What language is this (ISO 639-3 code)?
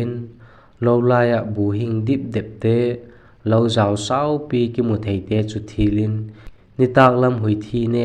vap